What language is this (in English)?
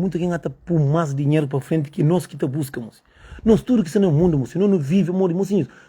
Kabuverdianu